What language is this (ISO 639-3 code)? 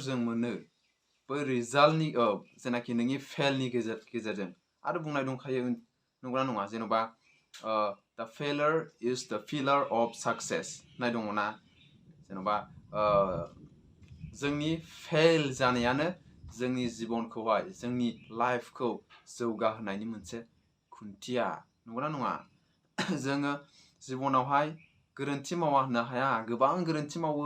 brx